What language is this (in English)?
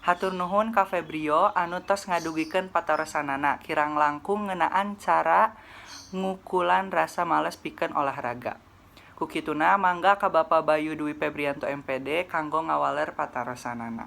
Sundanese